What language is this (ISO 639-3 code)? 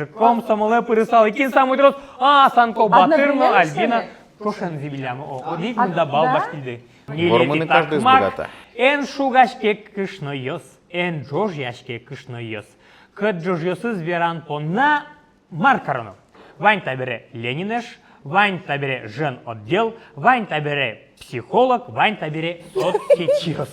udm